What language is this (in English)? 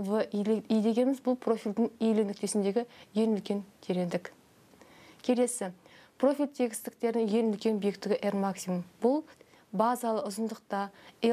Kazakh